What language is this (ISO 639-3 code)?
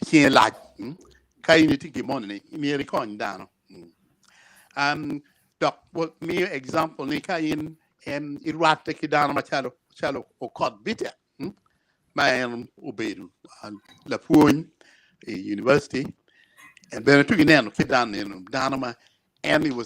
ach